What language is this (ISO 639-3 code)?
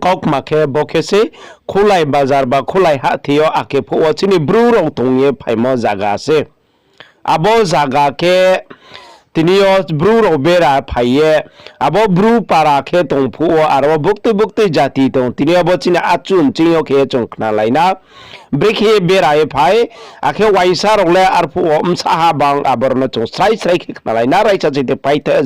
ria